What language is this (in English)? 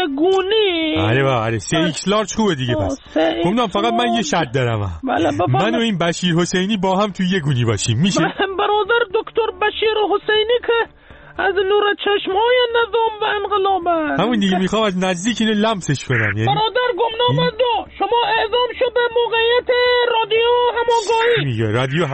Persian